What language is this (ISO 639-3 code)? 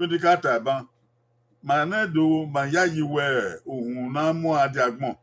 bin